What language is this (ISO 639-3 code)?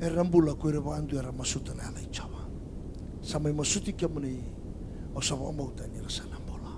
fij